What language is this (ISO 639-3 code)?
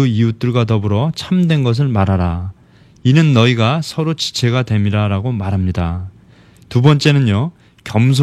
kor